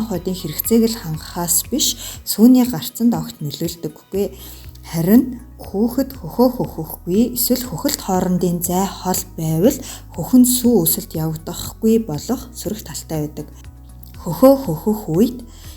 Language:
Mongolian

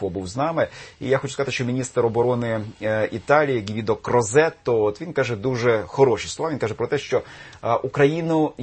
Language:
Ukrainian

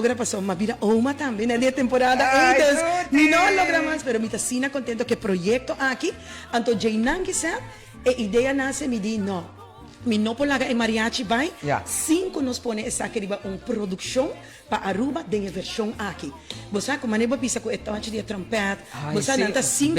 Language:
Papiamento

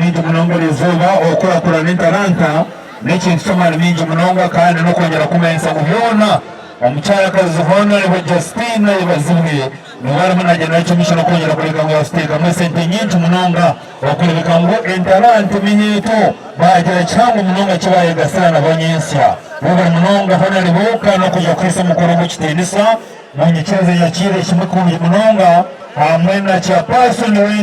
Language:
Nyankole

